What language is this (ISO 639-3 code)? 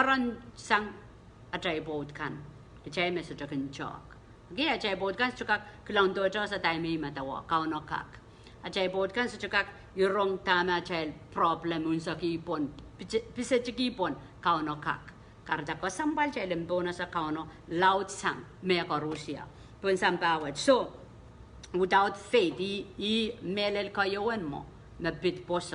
pon